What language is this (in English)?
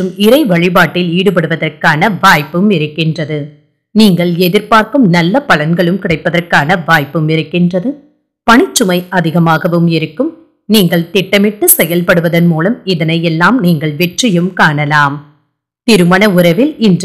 Tamil